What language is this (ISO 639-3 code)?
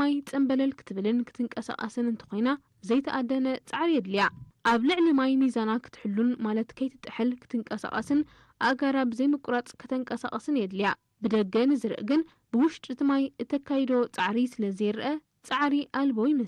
tir